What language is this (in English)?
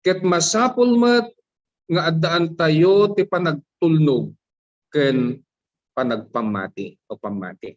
Iloko